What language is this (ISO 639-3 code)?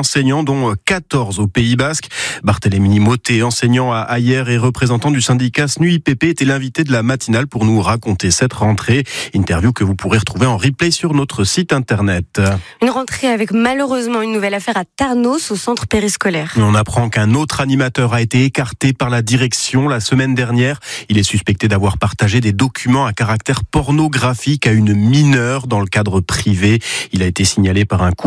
fra